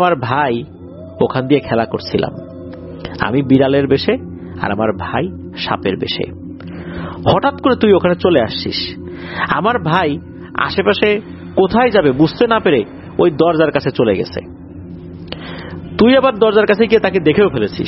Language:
Bangla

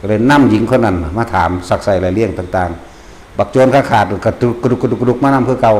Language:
Northeastern Thai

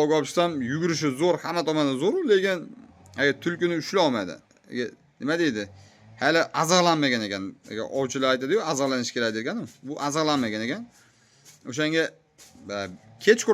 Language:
Uzbek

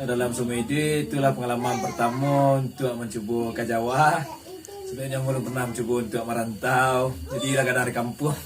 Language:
Minangkabau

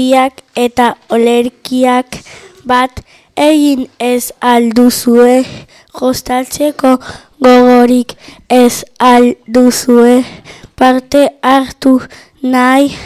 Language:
Basque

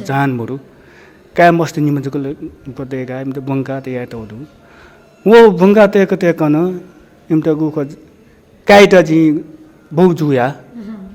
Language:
Newari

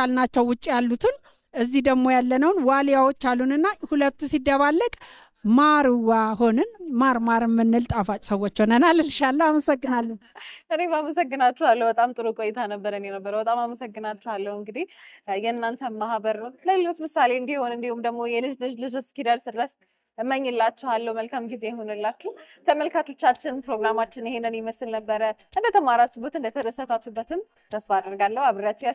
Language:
Amharic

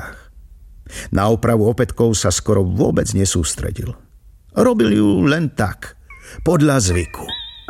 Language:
Slovak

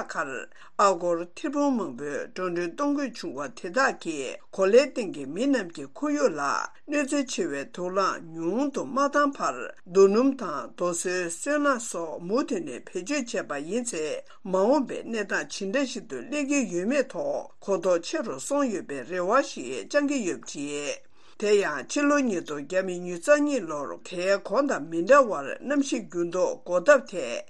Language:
Tibetan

